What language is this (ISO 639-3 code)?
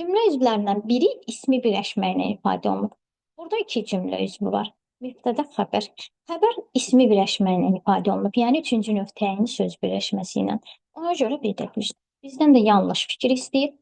aze